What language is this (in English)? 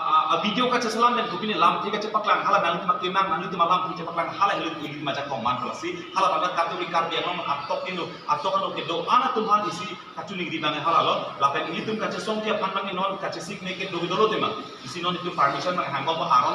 Karbi